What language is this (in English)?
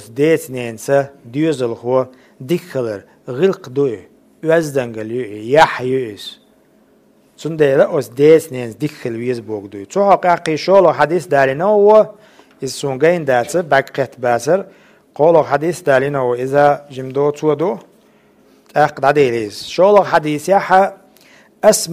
Chechen